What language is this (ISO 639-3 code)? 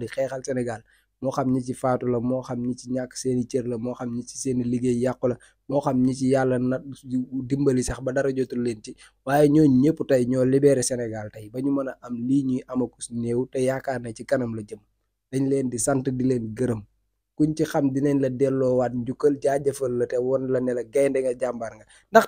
wol